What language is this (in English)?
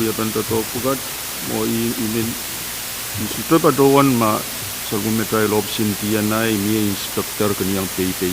Pohnpeian